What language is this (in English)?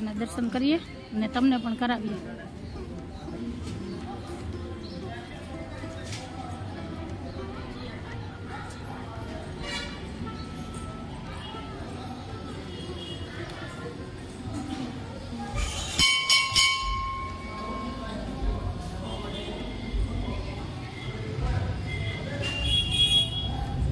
Gujarati